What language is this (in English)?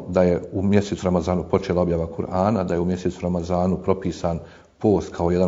Bosnian